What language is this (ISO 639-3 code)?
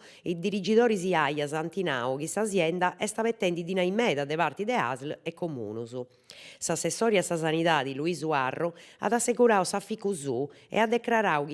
srd